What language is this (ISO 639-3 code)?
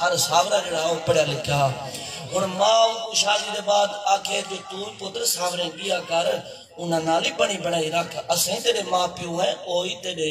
skr